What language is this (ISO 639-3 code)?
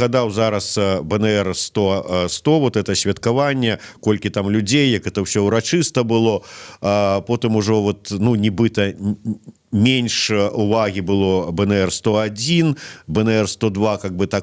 bel